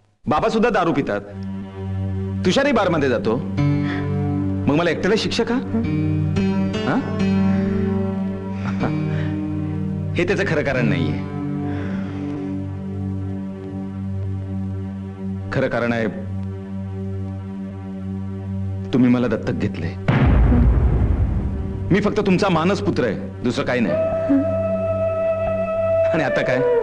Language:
Marathi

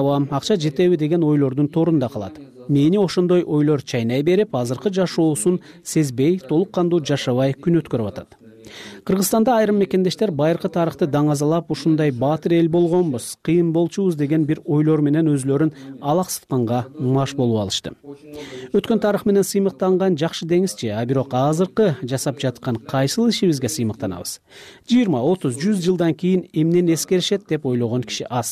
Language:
Kyrgyz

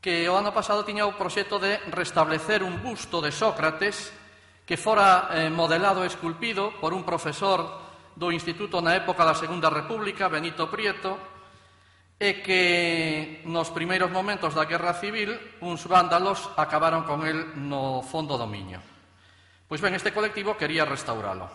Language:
Galician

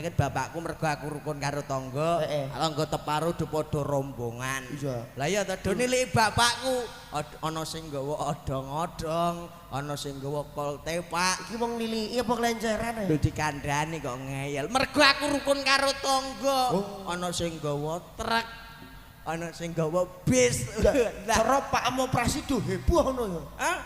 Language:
Javanese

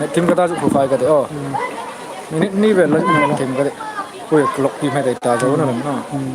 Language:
Hmar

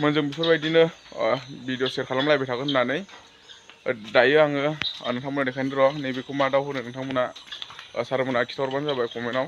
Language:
Bodo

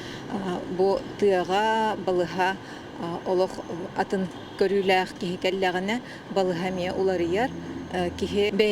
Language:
Yakut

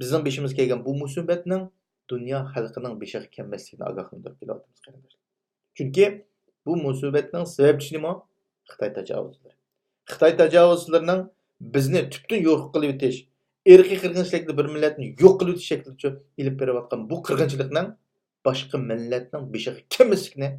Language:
Uyghur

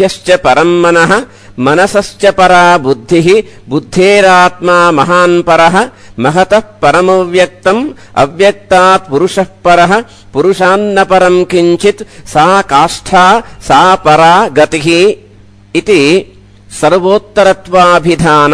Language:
Sanskrit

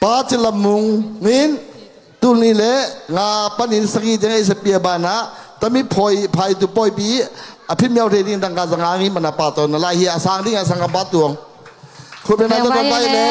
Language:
Tedim Chin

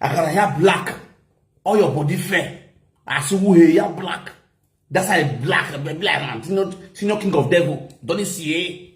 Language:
Nigerian Pidgin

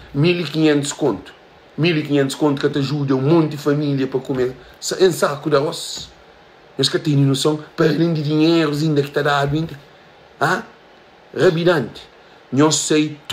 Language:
Kabuverdianu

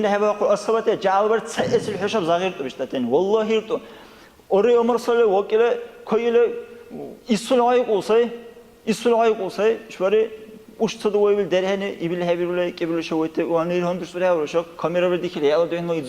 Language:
Dargwa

